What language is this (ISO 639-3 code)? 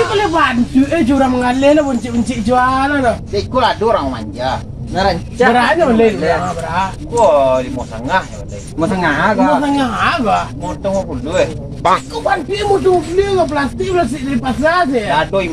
min